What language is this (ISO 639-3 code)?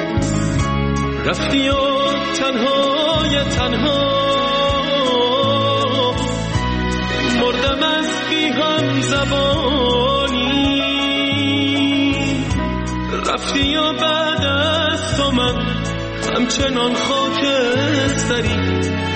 fas